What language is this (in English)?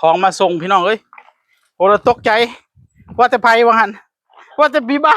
Northeastern Thai